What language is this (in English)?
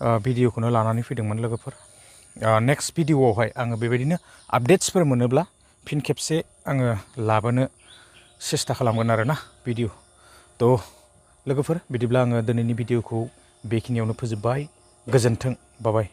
Bodo